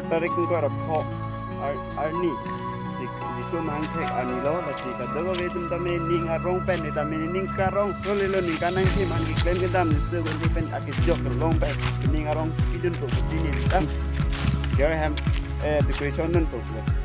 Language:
Karbi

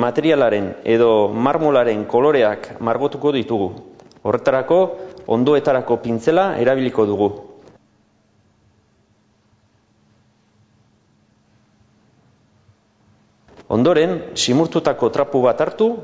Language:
Basque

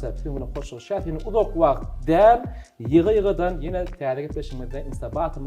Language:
Turkmen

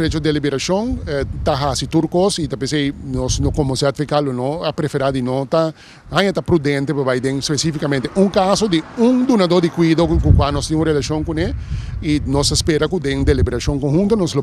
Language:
Papiamento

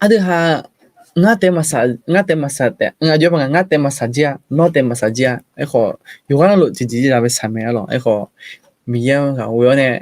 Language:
Akha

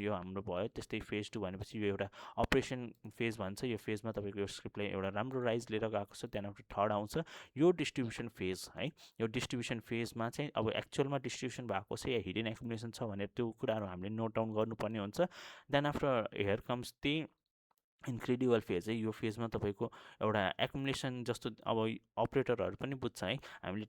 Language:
Nepali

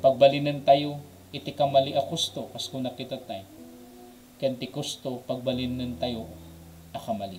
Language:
Iloko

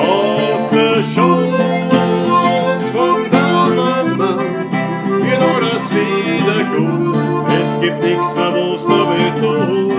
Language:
Bavarian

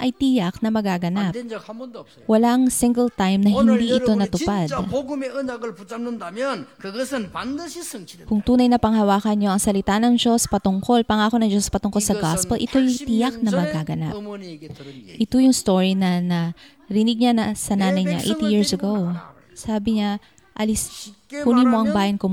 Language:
Filipino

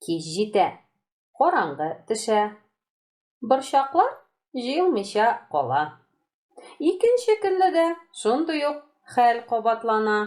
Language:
Tatar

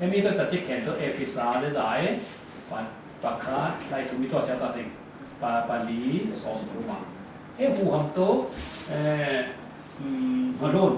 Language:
Falam Chin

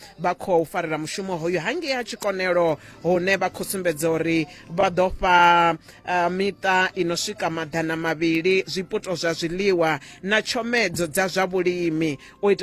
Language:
Venda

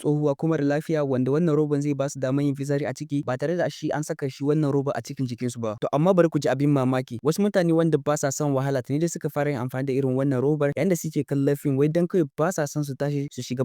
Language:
Hausa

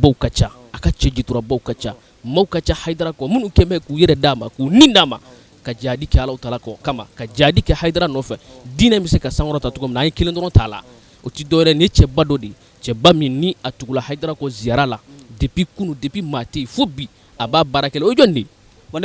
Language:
Bambara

